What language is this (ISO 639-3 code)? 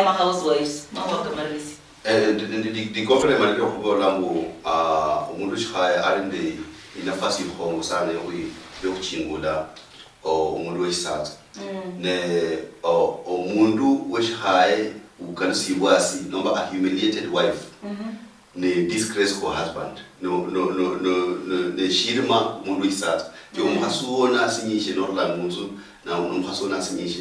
luy